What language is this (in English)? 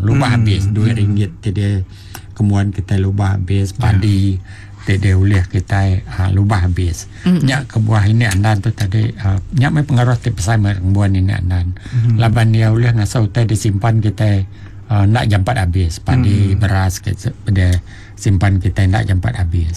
Iban